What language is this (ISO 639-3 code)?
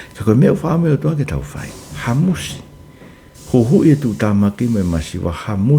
ton